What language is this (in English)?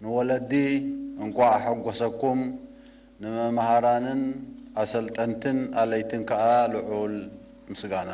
Tigrinya